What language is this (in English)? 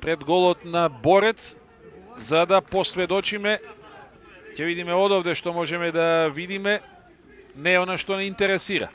Macedonian